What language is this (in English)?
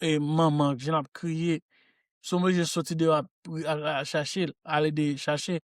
Haitian Creole